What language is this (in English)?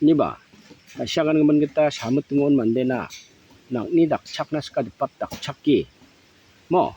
Garo